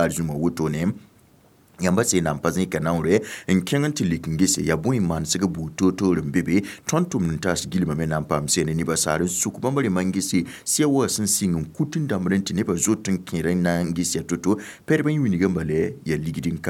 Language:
Mossi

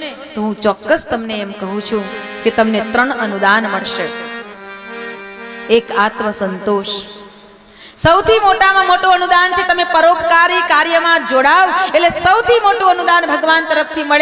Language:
Gujarati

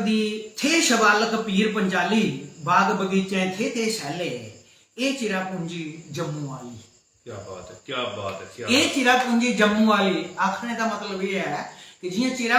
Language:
Dogri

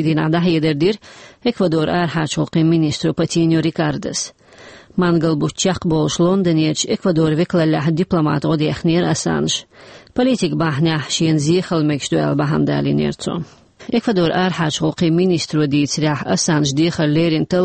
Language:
Chechen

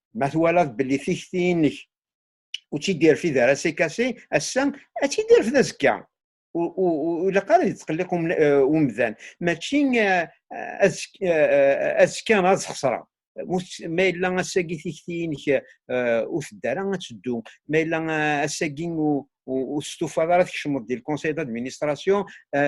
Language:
Kabyle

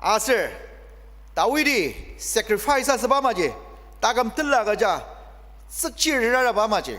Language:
Ao Naga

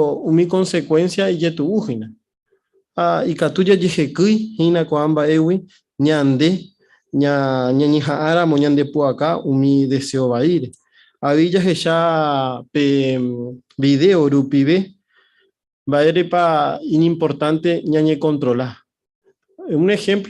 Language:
Guarani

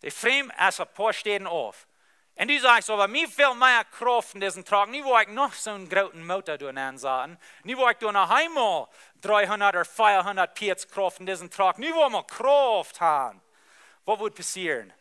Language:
Plautdietsch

